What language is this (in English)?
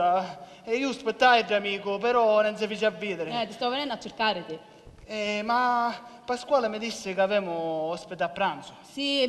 Sicilian